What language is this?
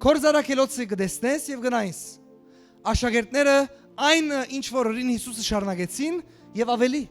Western Armenian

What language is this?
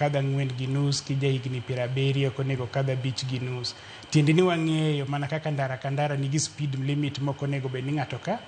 Luo (Kenya and Tanzania)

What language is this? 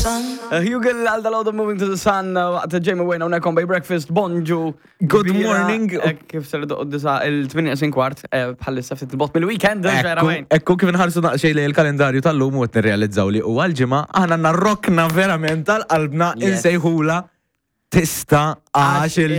Maltese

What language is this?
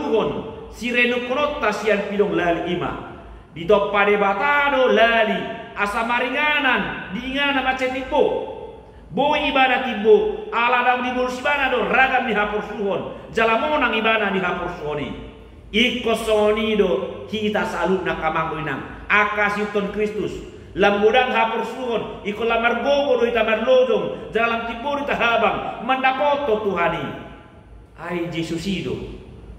Batak Toba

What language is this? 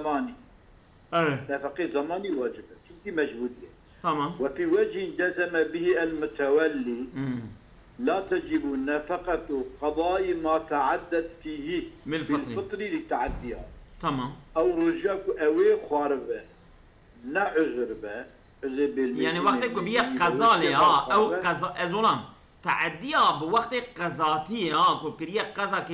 Kurdish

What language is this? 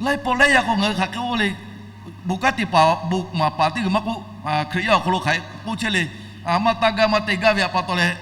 Lahu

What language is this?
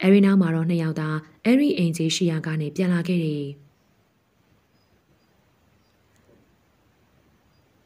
Burmese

